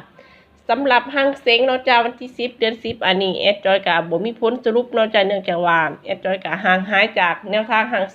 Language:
Northeastern Thai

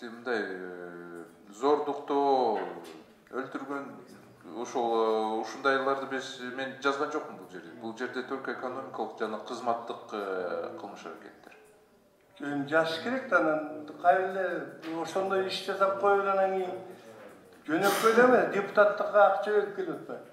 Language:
Kyrgyz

